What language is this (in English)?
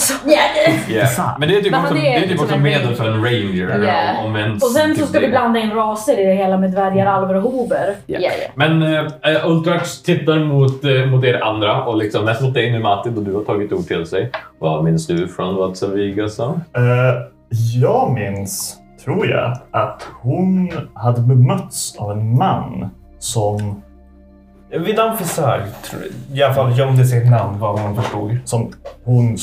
Swedish